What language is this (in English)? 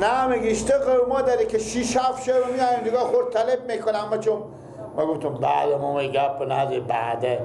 Persian